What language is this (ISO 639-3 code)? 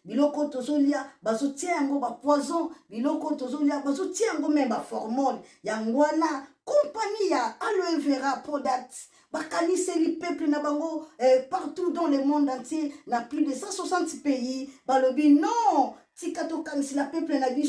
lin